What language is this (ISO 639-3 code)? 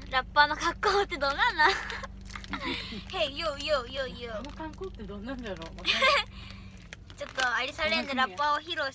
jpn